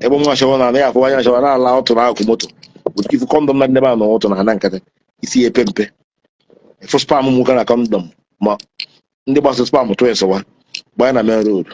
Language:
Igbo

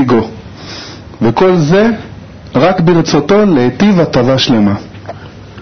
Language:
Hebrew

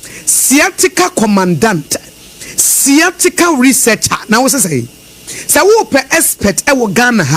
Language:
Akan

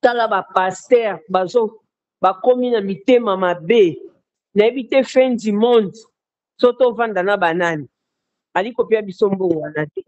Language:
Lingala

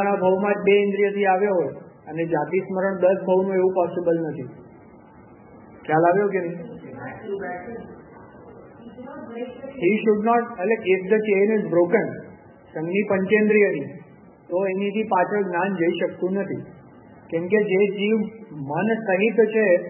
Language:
Gujarati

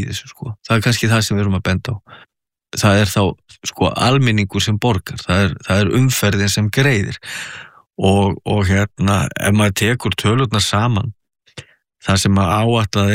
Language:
Icelandic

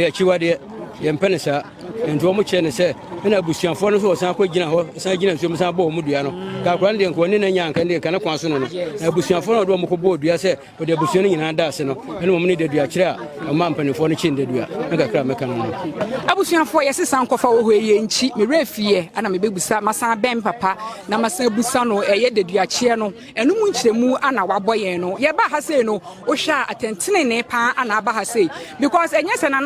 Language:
Akan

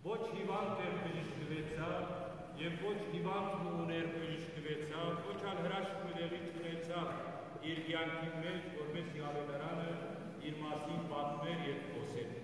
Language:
Western Armenian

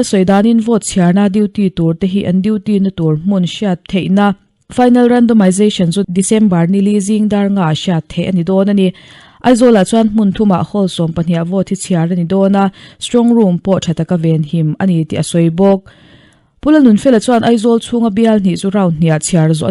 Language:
Mizo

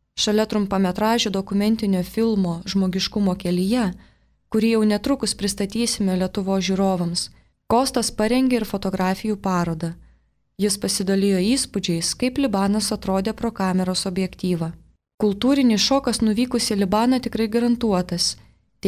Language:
Lithuanian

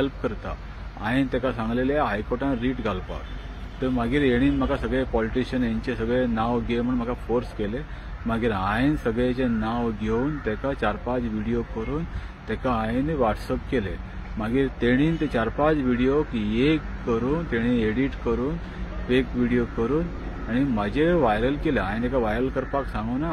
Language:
Konkani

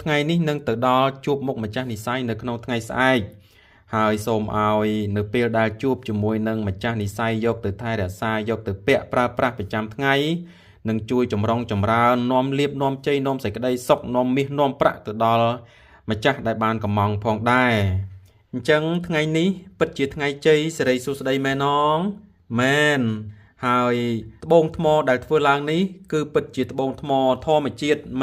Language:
Khmer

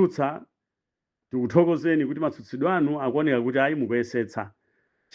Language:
Nyanja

